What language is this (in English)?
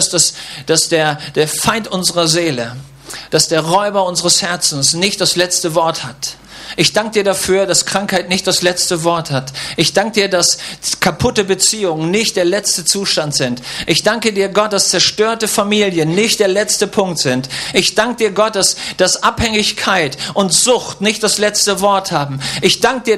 German